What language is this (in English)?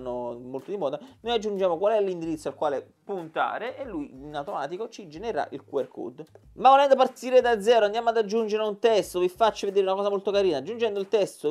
Italian